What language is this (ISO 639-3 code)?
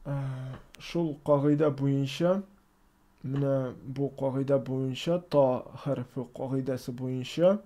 tat